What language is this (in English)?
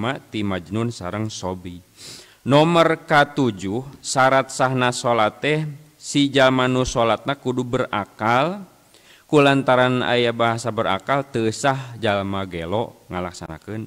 Sundanese